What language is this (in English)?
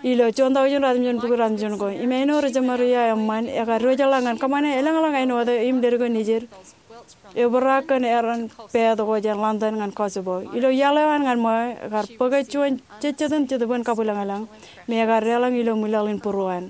Marshallese